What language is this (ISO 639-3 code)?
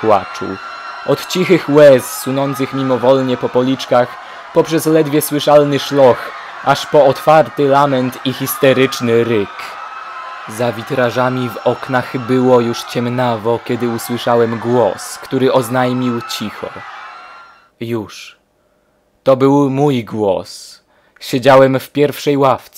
pol